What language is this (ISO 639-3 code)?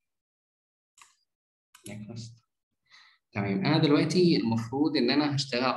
arz